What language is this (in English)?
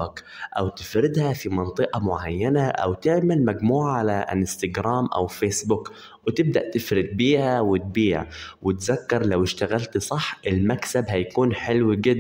Egyptian Arabic